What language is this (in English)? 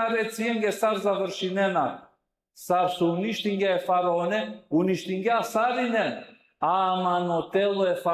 Balkan Romani